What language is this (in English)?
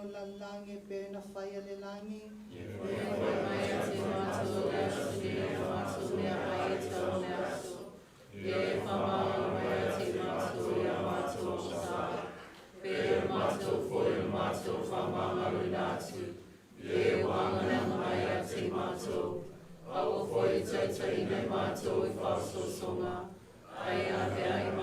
Samoan